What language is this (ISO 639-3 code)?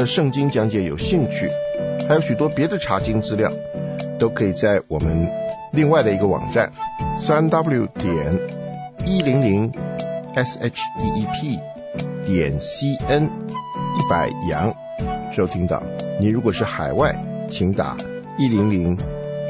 zho